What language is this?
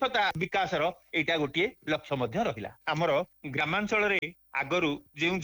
Odia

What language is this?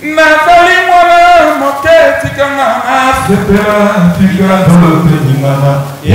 Lingala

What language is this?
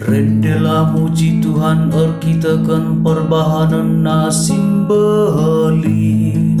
Batak Karo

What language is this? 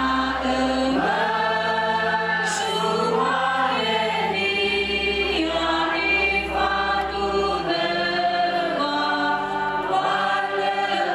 Nias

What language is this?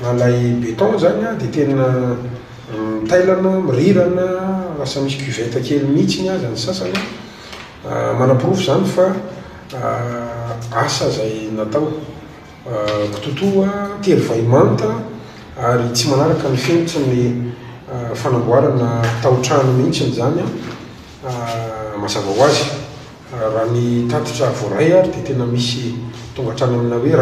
Malagasy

